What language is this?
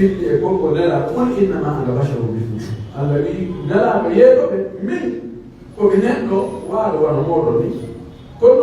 Pular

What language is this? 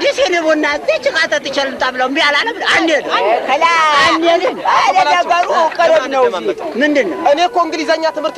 Amharic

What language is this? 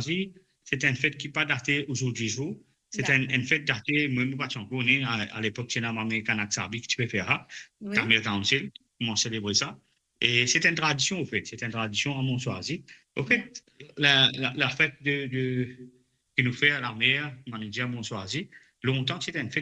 Morisyen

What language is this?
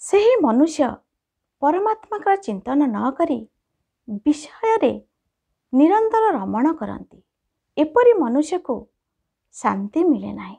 Odia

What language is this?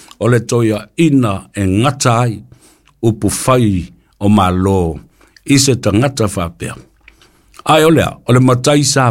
Samoan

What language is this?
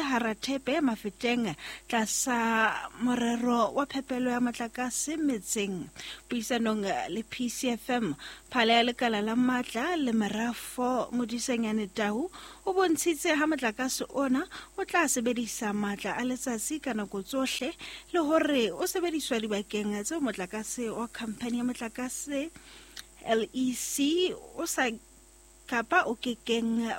Southern Sotho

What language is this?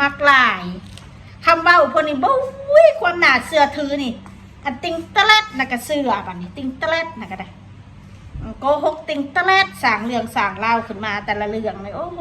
Northeastern Thai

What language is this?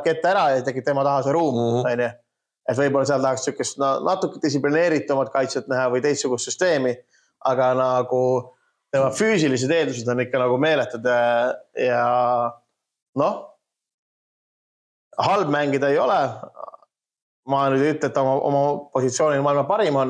Estonian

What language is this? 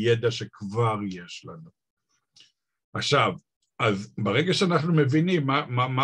Hebrew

